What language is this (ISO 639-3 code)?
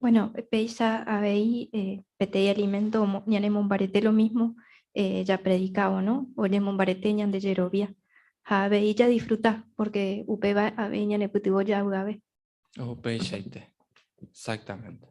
grn